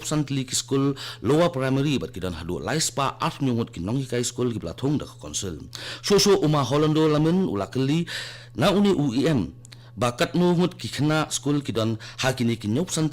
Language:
Khasi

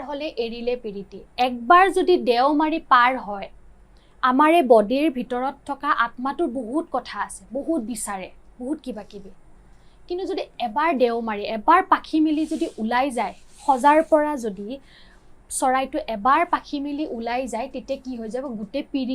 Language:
Assamese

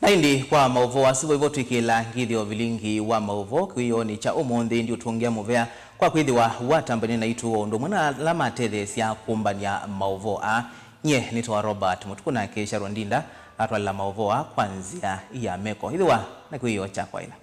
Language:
Kamba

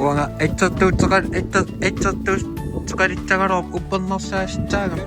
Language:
Kalaallisut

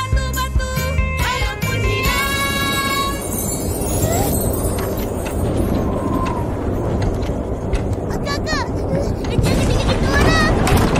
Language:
Malay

